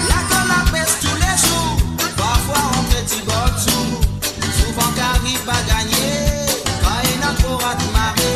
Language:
Morisyen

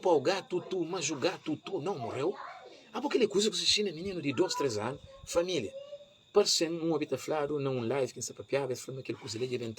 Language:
Kabuverdianu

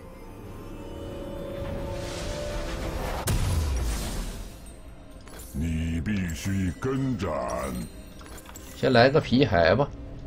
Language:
Chinese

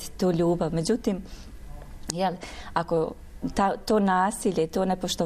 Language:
Bosnian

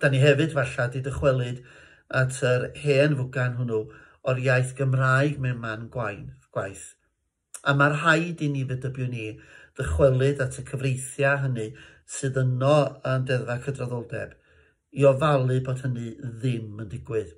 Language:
Welsh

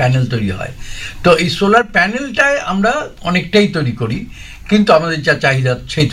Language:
Bangla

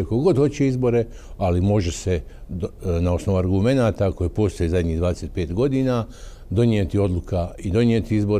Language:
Bosnian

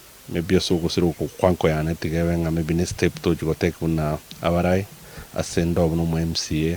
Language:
Gusii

